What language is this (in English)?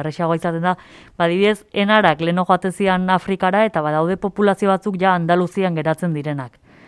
Basque